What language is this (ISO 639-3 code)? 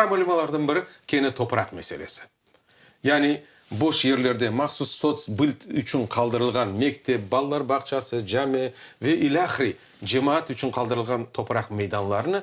crh